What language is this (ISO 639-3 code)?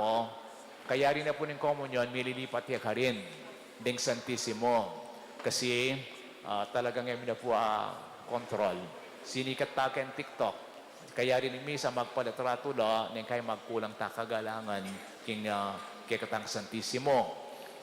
pam